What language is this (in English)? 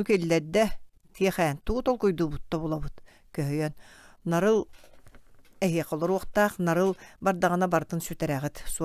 Yakut